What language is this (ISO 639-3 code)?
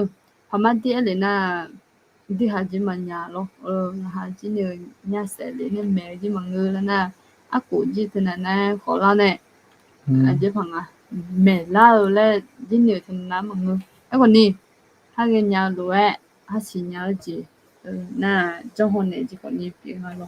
ahk